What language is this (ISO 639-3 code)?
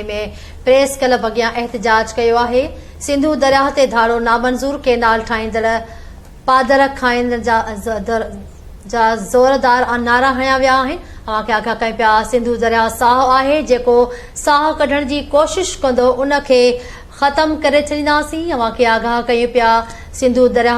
snd